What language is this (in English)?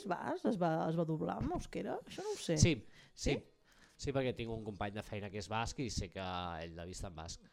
Catalan